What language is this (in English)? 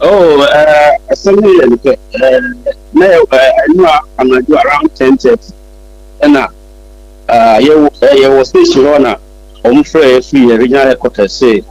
Akan